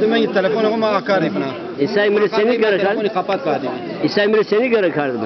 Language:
Zaza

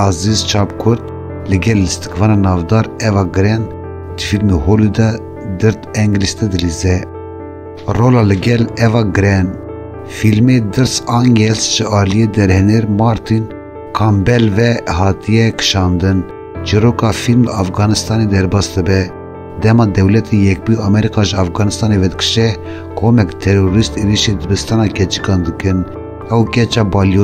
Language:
Kurdish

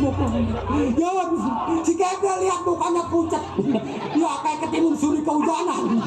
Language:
Betawi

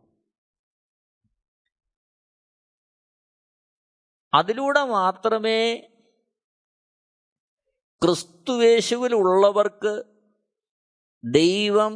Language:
Malayalam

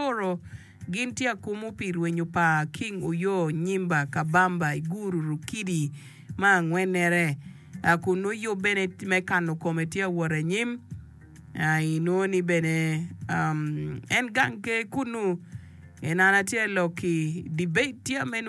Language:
Acoli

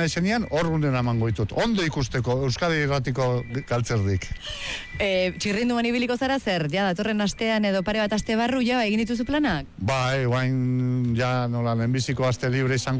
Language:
Basque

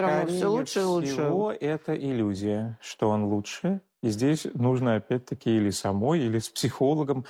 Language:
Russian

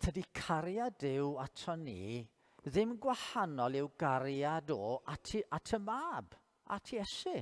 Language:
Welsh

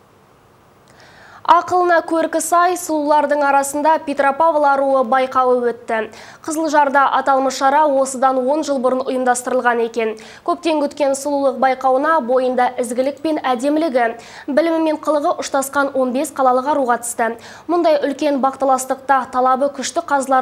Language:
Kazakh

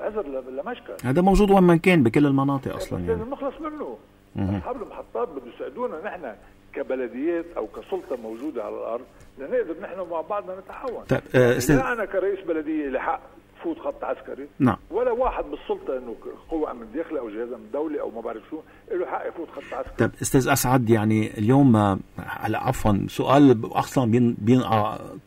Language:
North Levantine Arabic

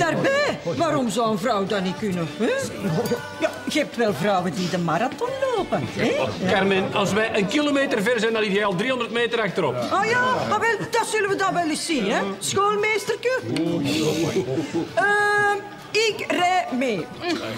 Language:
Dutch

